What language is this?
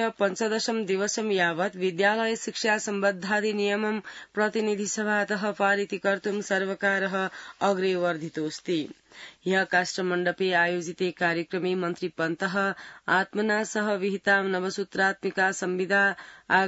Sanskrit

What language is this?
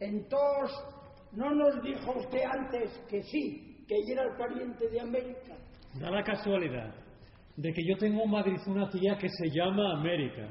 Asturian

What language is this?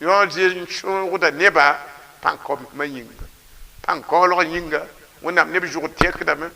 Mossi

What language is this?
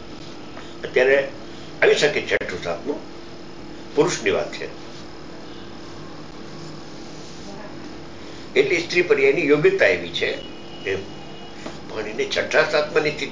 Gujarati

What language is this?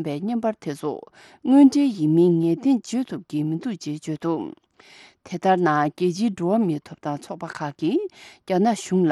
Tibetan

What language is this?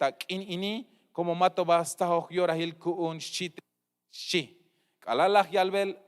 Tzeltal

